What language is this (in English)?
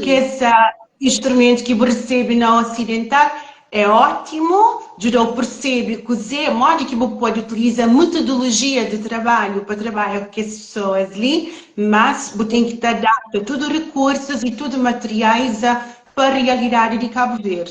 Kabuverdianu